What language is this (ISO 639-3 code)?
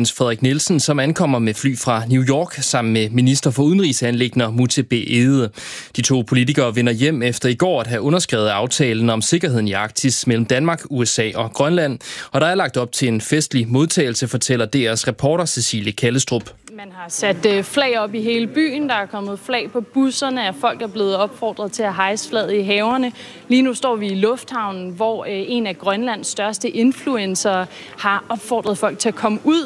dan